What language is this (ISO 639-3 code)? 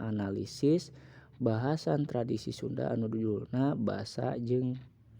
sun